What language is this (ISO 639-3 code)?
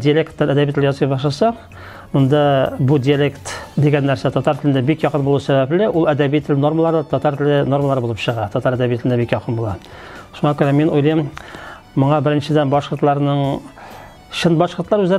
tat